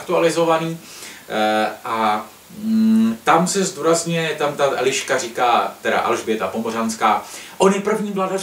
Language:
Czech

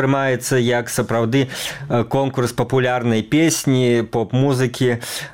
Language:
Belarusian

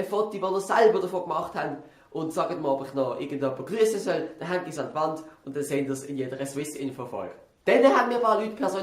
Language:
Swiss German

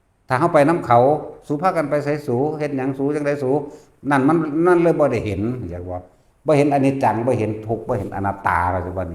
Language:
Lao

